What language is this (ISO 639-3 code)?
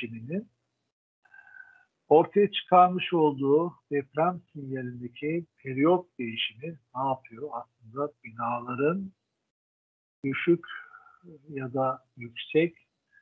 tur